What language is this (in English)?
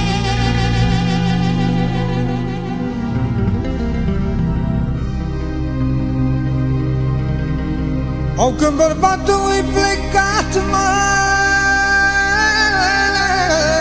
Romanian